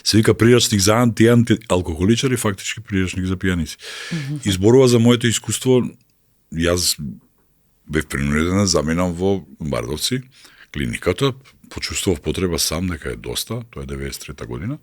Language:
Macedonian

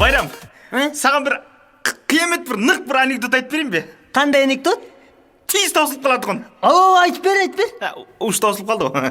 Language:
Kara-Kalpak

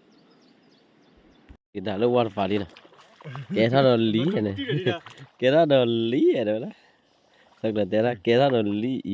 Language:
S'gaw Karen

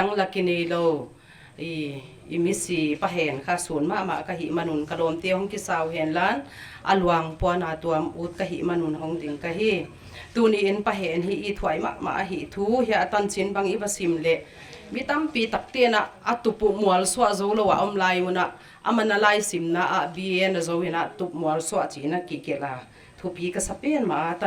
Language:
Paite Chin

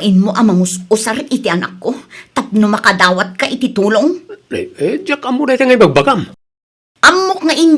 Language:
Iloko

